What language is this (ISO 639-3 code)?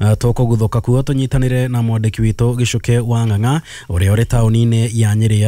kik